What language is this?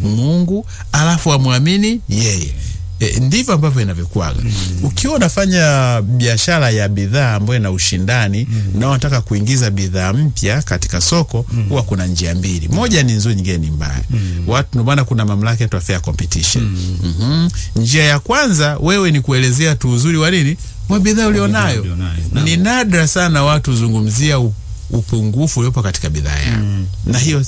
Swahili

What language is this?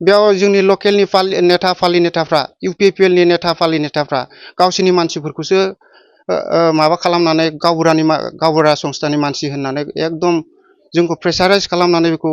Bodo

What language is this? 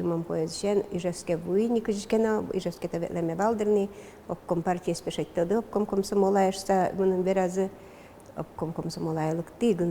Udmurt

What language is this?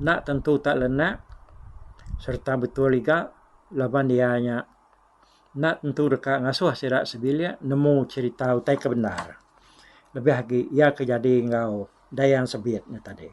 Iban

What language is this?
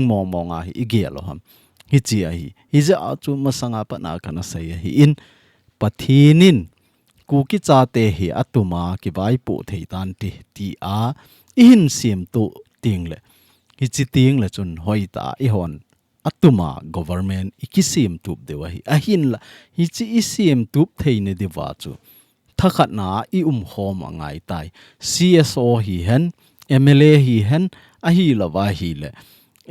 Thado Chin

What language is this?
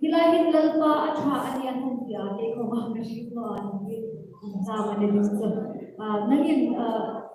Hmar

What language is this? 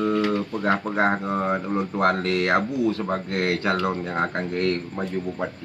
Achinese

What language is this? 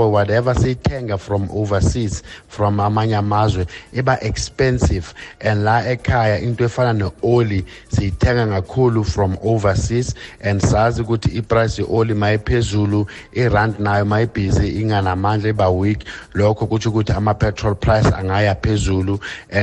South Ndebele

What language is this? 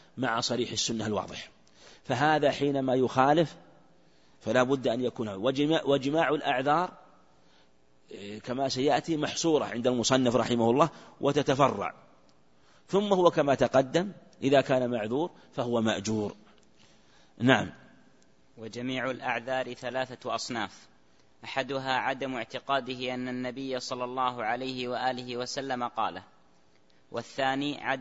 Arabic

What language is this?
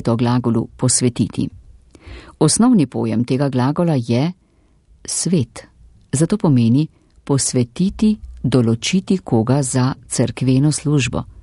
Slovenian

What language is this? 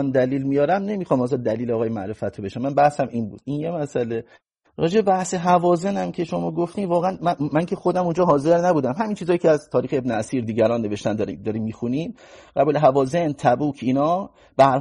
Persian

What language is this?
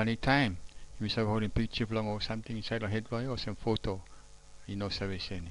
Tok Pisin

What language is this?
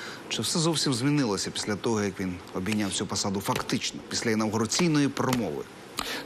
Ukrainian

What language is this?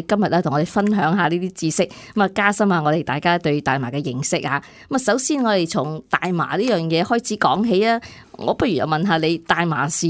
Cantonese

